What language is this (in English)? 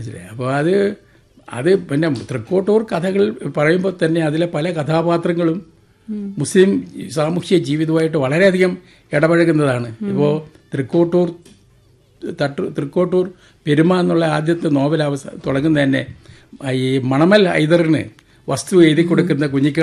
Malayalam